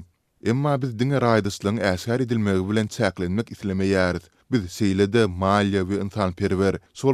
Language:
Turkmen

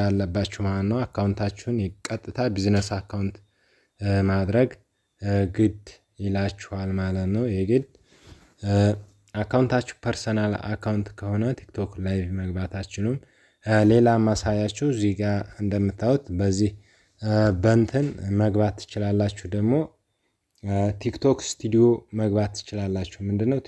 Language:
Amharic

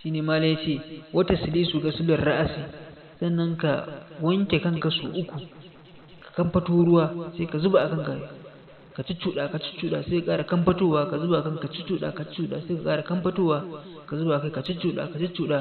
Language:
Hausa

